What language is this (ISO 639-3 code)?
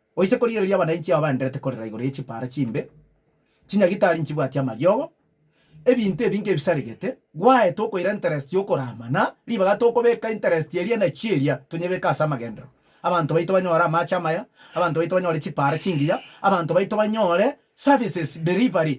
guz